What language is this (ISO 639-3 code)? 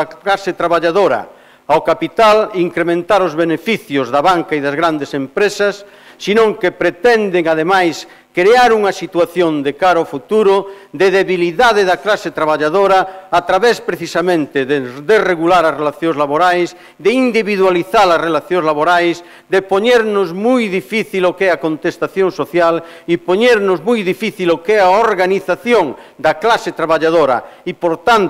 glg